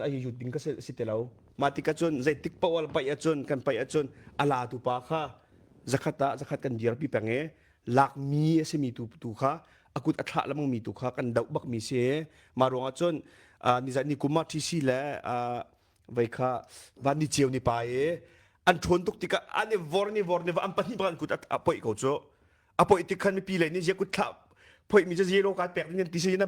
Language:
Hakha Chin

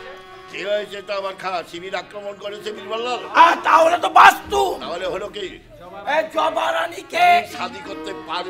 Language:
Bangla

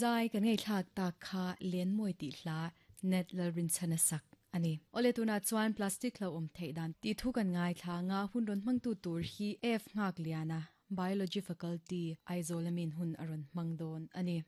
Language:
Mizo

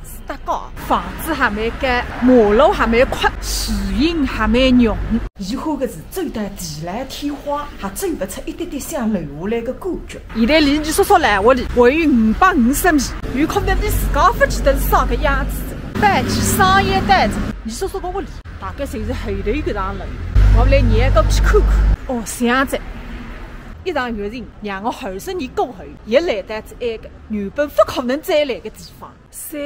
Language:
Wu Chinese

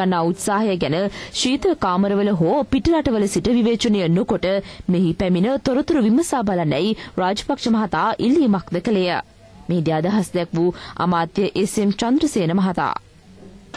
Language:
Sinhala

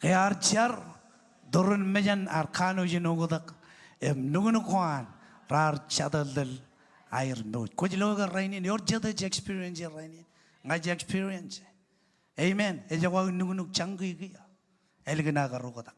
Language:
Marshallese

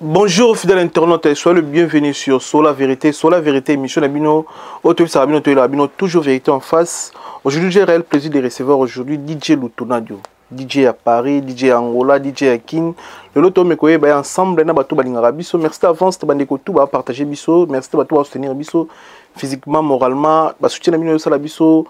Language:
Lingala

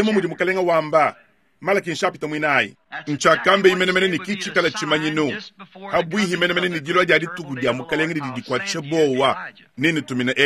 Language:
Luba-Lulua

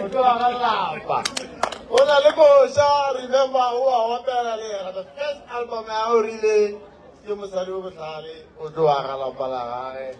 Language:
Northern Sotho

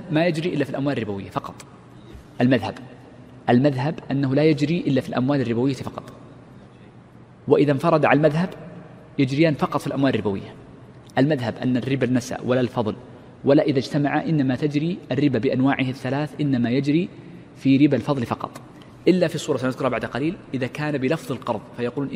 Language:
Arabic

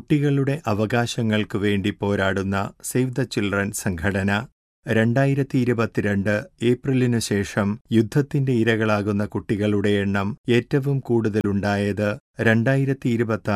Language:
Malayalam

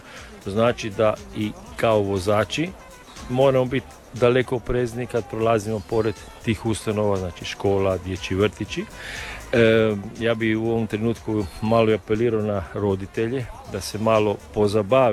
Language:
Croatian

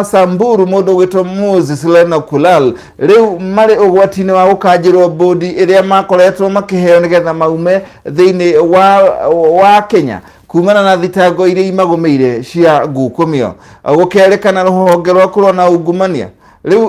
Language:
Kikuyu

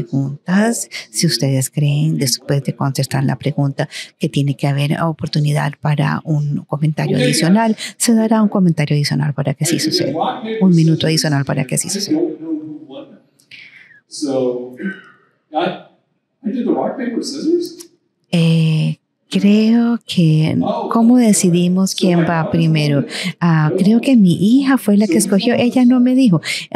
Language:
Spanish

